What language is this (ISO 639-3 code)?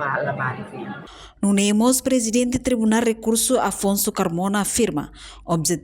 tet